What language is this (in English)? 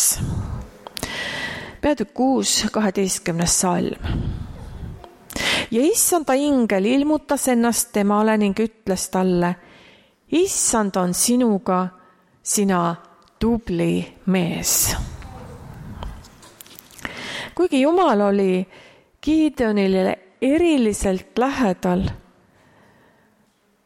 Estonian